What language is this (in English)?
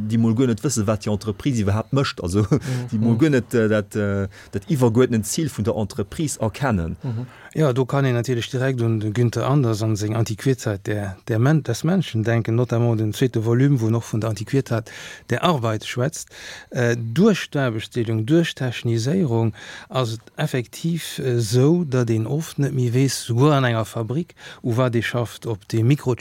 Luxembourgish